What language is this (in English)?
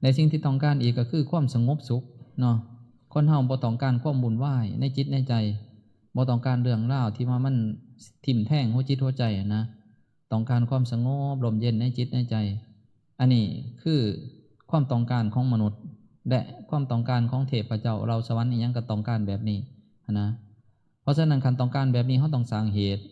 Northeastern Thai